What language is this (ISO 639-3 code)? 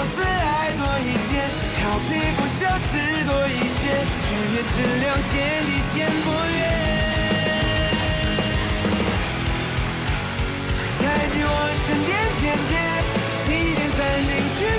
zho